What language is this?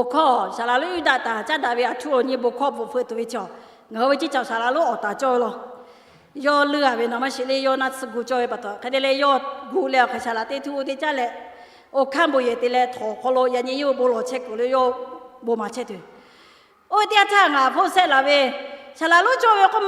Lahu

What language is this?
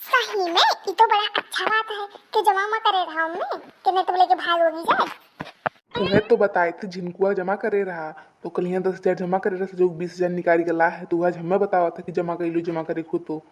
Awadhi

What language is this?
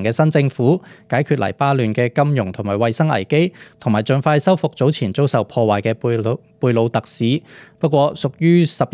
Cantonese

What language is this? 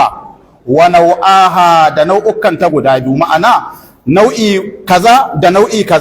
Hausa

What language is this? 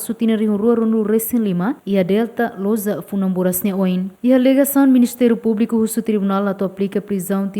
Tetum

